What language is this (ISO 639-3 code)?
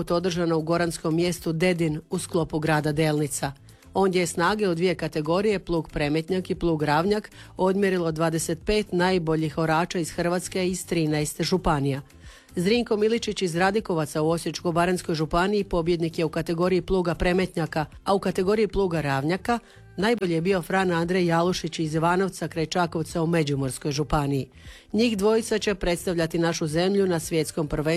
hrv